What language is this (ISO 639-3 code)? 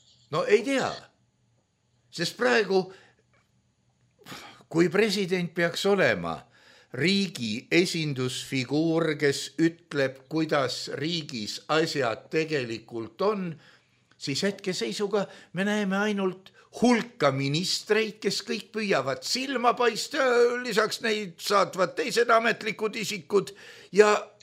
est